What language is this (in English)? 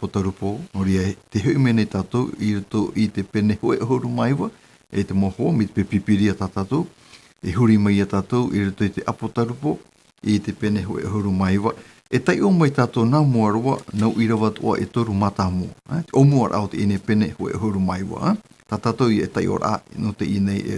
Tahitian